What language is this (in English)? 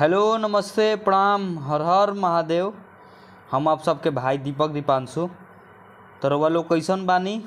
Bhojpuri